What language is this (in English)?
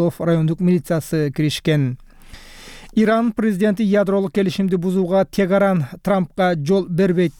Kyrgyz